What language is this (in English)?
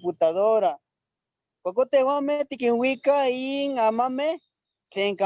Eastern Huasteca Nahuatl